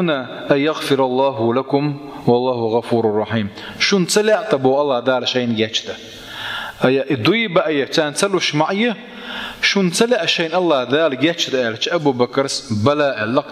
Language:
Chechen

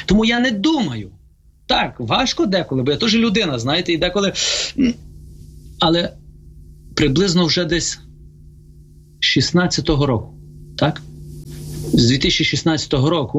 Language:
Ukrainian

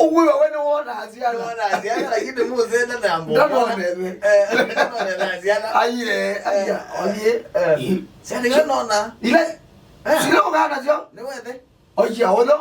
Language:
Kamba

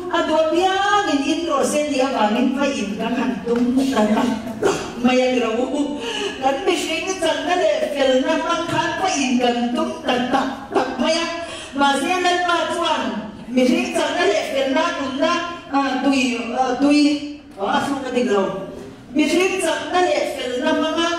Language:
Mizo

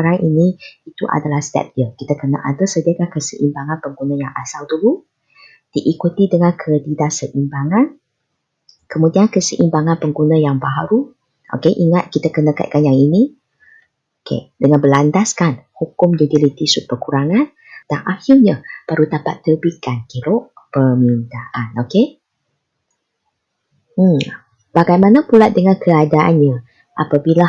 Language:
Malay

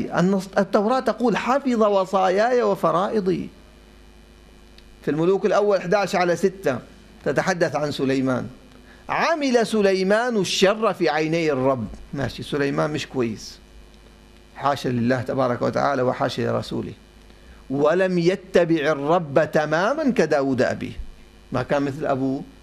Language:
Arabic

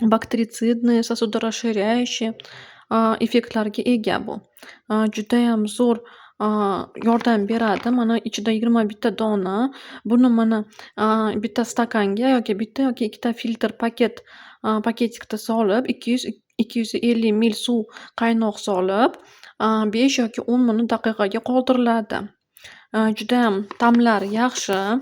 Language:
Uzbek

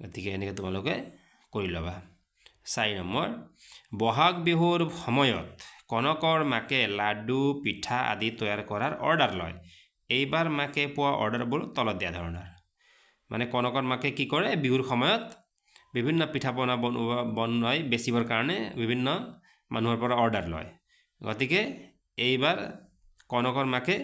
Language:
Assamese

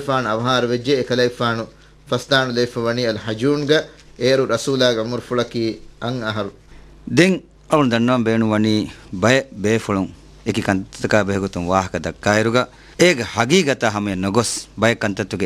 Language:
Divehi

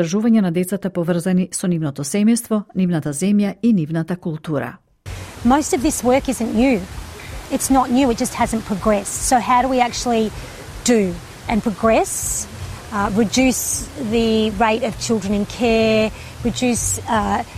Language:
Macedonian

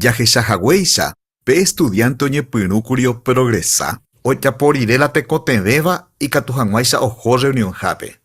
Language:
Guarani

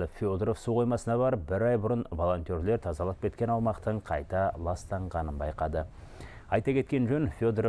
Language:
Kazakh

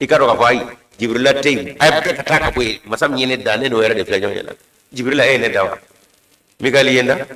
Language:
Bambara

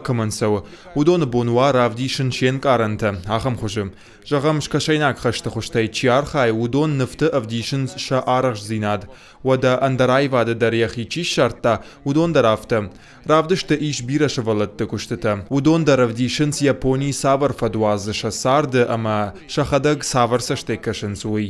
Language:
Ossetic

